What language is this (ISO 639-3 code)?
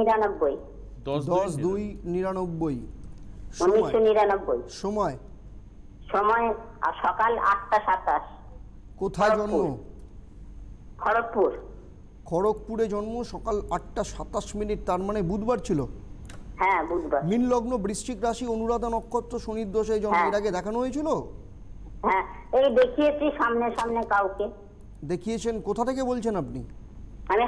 ben